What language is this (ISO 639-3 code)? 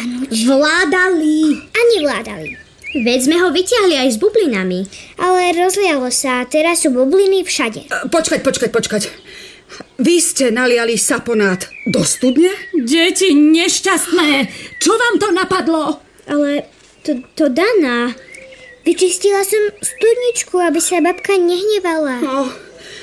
slk